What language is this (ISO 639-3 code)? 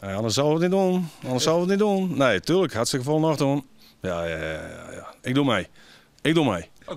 fry